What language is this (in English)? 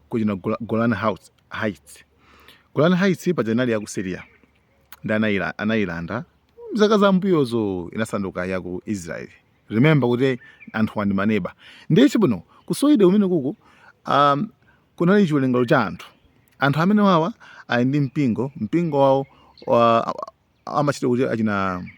Nyanja